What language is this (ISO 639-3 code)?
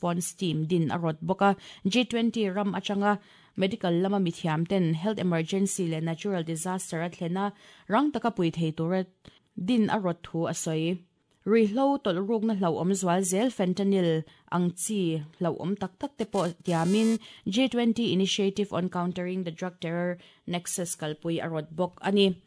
lus